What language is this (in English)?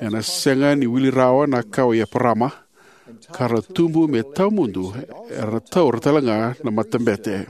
Fijian